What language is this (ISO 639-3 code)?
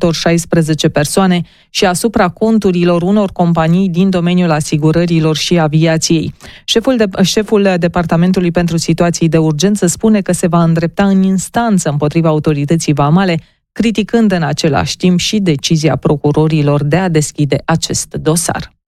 ron